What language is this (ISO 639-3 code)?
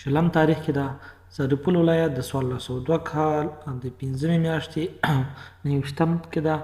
pus